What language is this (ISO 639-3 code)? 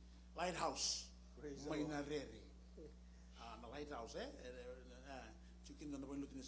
fij